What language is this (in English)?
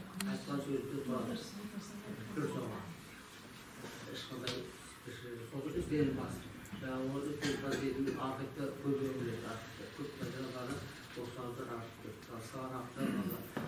Kazakh